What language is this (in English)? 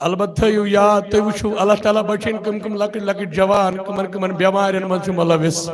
Kashmiri